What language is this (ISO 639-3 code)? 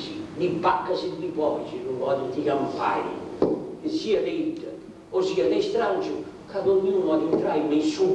srd